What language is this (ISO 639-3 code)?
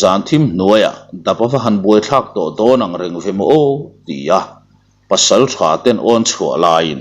lus